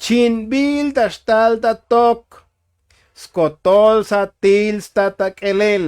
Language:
Tzotzil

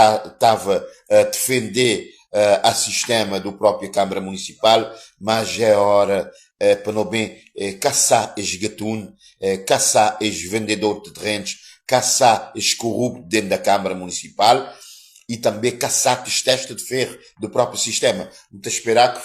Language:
Kabuverdianu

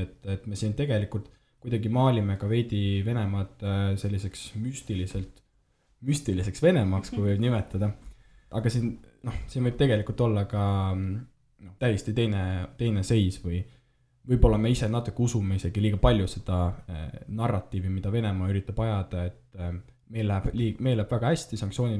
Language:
Estonian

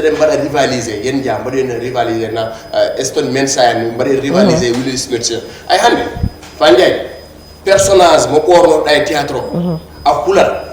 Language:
Fula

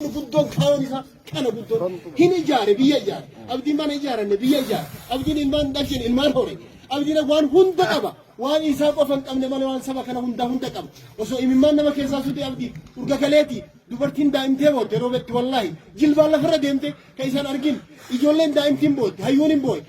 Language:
Oromo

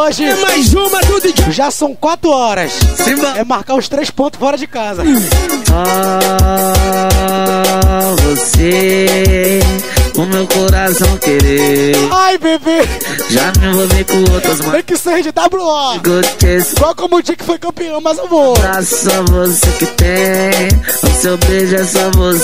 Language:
Portuguese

